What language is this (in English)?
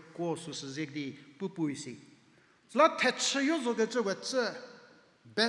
Angami Naga